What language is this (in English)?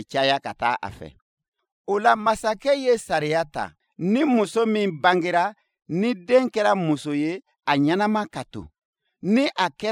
Bambara